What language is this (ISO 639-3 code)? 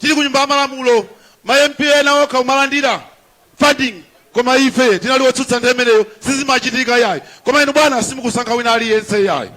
nya